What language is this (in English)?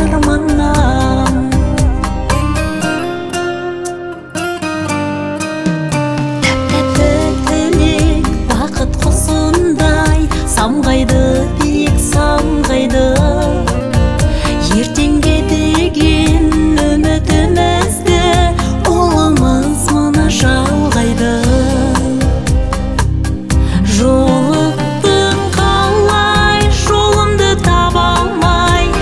Kazakh